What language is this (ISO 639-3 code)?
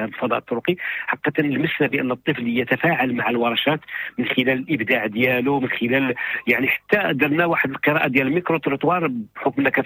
ary